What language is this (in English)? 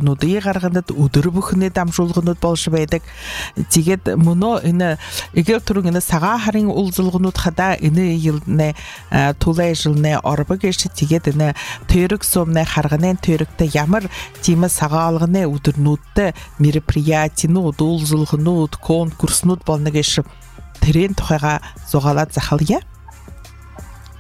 Buriat